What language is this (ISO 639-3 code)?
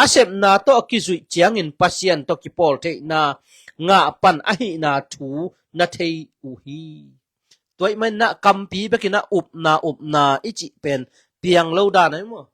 ctd